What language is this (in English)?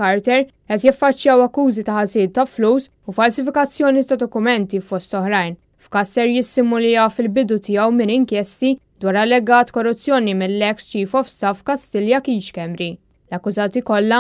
Maltese